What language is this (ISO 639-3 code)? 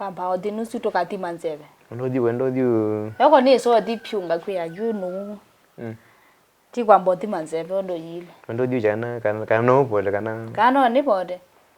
kam